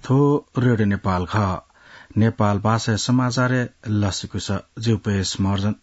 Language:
Newari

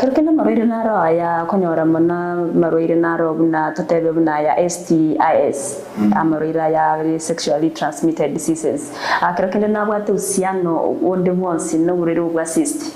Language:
Gusii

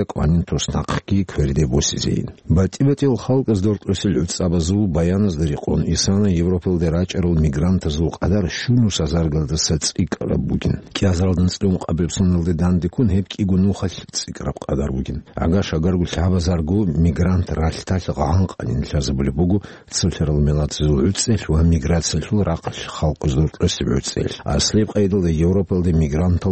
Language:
Avaric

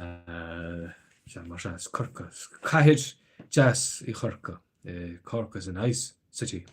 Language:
Irish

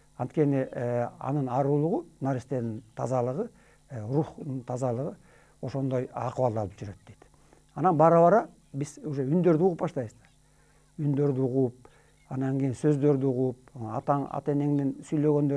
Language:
Kyrgyz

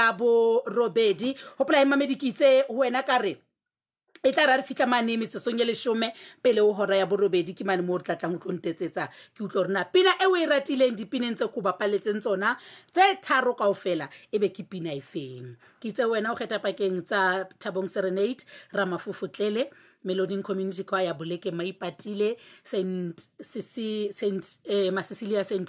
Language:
Southern Sotho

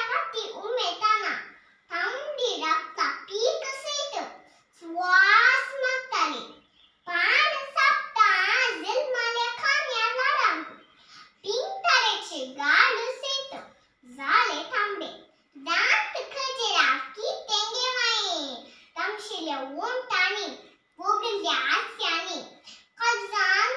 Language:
Konkani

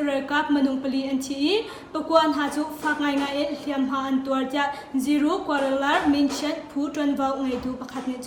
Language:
Hakha Chin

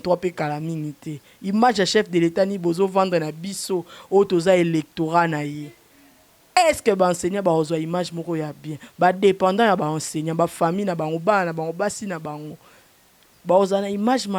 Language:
Lingala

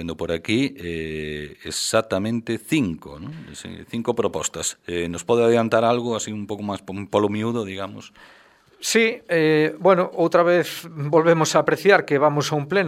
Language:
Galician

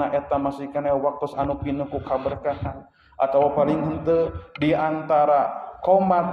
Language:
Sundanese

